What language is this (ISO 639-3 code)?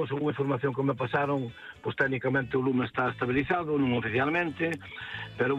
glg